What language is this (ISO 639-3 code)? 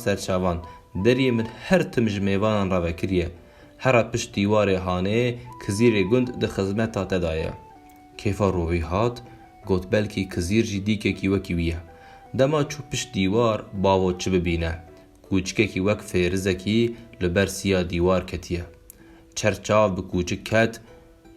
kur